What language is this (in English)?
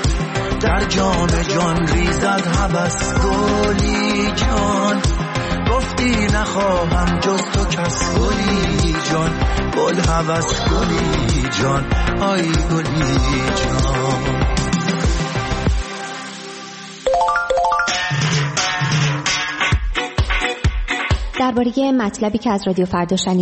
Persian